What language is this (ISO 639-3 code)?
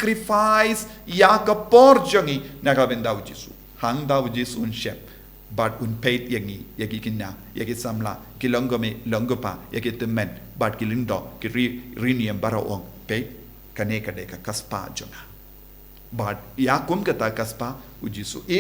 kha